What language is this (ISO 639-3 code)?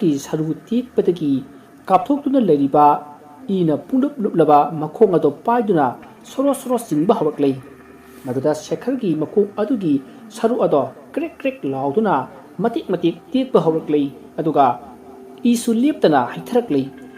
mni